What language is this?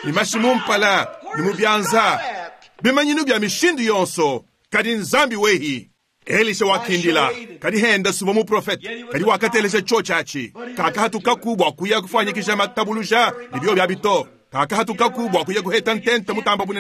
Luba-Lulua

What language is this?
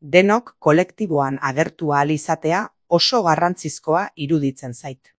Basque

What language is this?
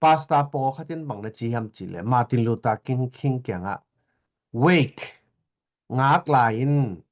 Tedim Chin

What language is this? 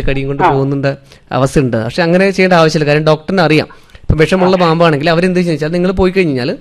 Malayalam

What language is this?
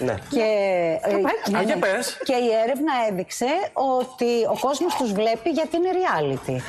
Greek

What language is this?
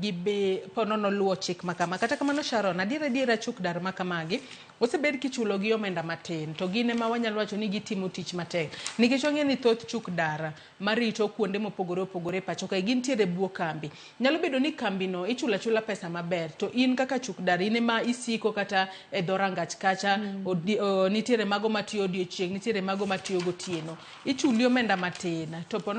Luo (Kenya and Tanzania)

